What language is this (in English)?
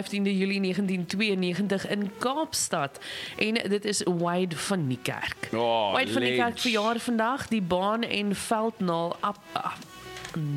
Afrikaans